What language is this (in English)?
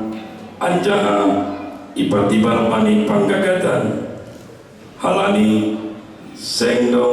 Batak Simalungun